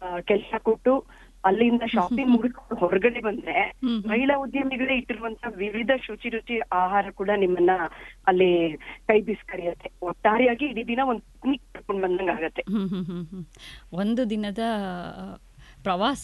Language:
Kannada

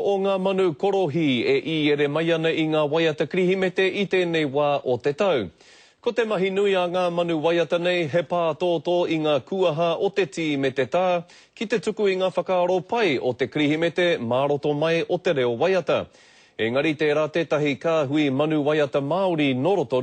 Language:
Māori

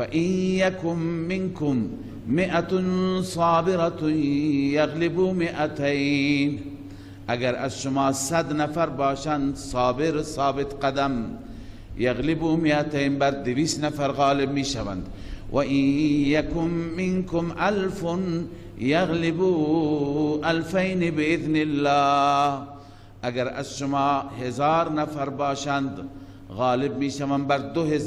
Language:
Persian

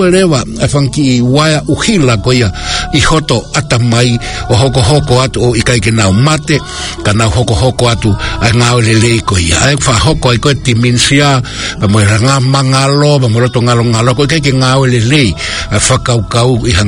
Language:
Tongan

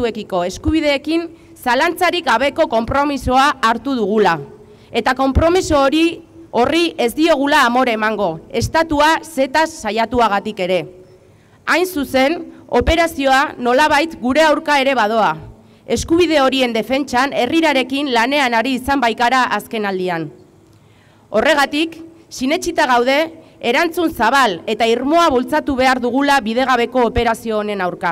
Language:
Basque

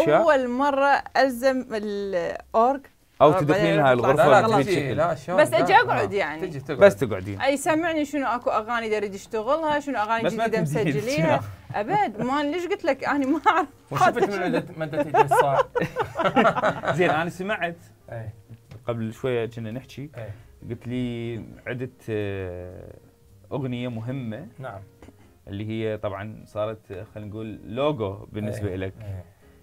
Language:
Mesopotamian Arabic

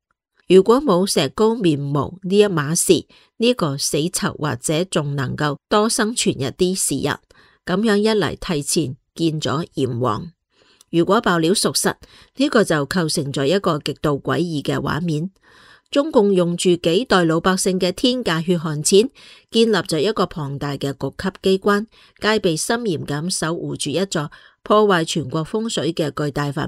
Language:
Cantonese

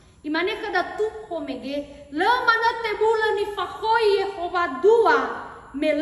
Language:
Nias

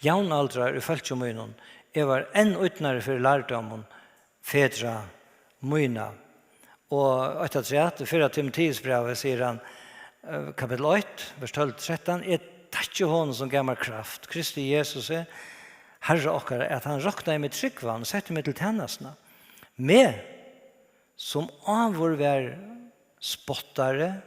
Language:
Faroese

